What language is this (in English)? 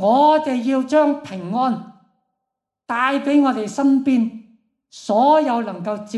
Cantonese